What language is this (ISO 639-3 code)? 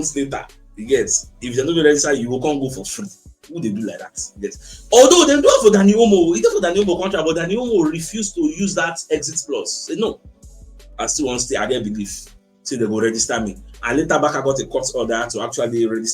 pcm